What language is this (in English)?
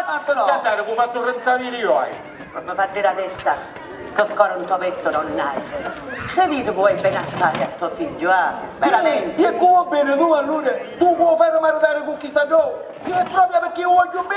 Sicilian